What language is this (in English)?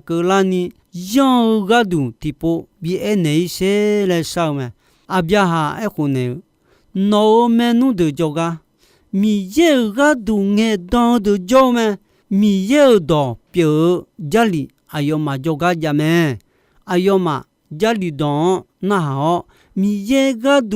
Akha